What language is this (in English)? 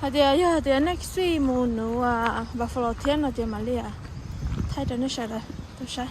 Hmong